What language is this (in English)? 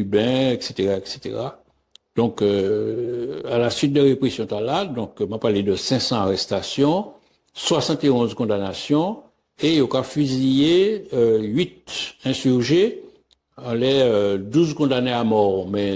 Guadeloupean Creole French